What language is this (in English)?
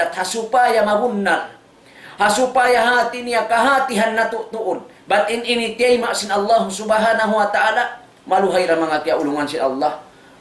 Tausug